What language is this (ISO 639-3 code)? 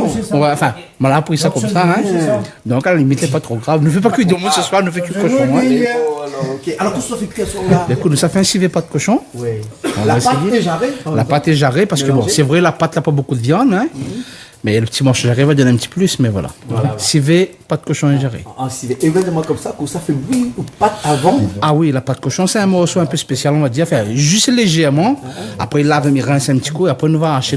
rcf